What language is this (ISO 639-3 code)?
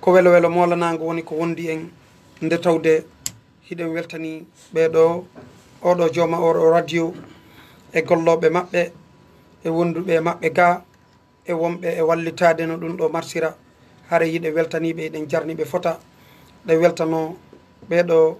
ful